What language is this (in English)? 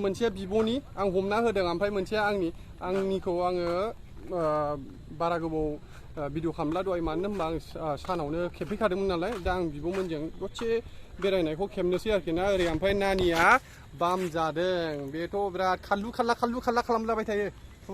Bodo